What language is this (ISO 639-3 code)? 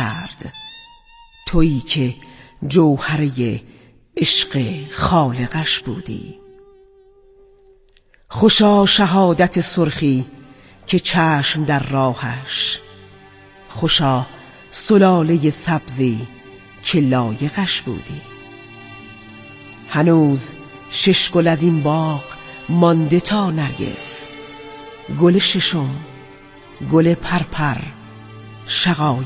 fas